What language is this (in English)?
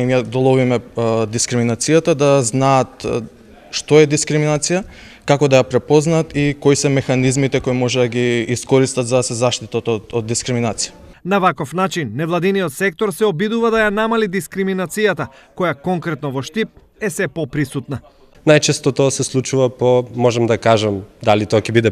Macedonian